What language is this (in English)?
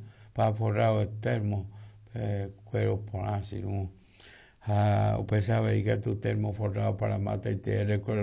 Guarani